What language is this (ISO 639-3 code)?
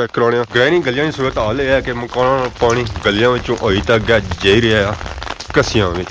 phr